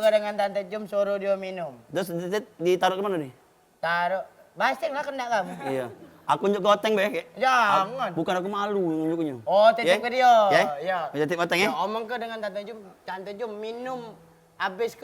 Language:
Musi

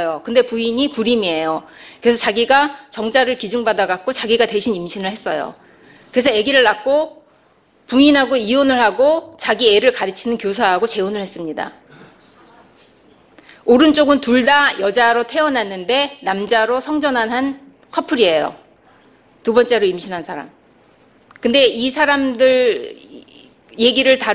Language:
Korean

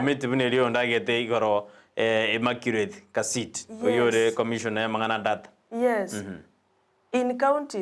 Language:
Gusii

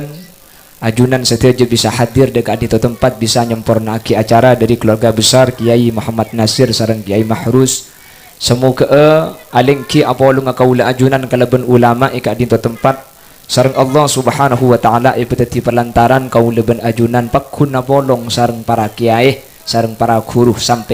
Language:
Madurese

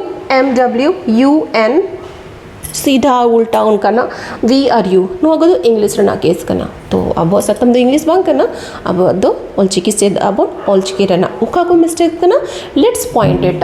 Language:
Santali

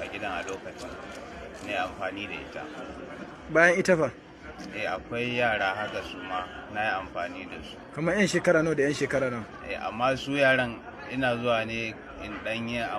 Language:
Hausa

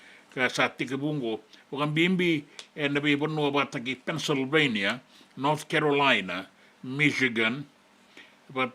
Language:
Fijian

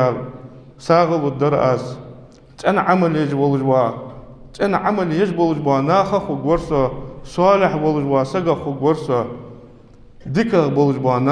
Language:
Ingush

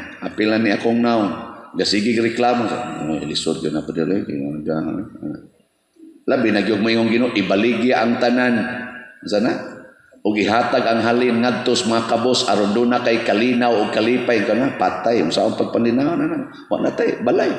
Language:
Cebuano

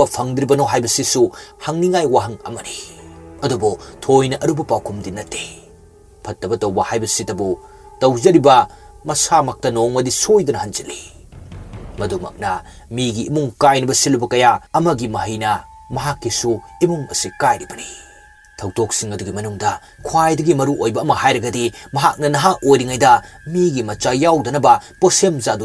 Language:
Manipuri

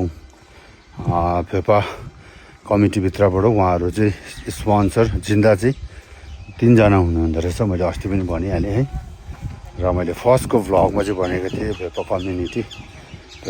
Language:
Nepali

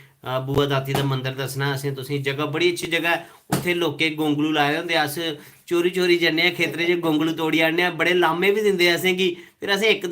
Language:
Dogri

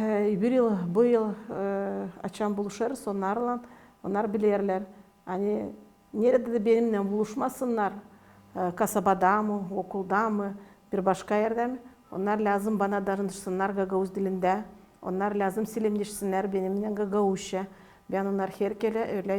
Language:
Gagauz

